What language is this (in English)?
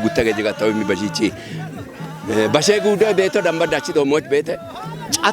Kafa